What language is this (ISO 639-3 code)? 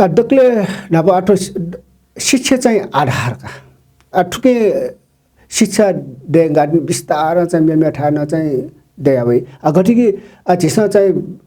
new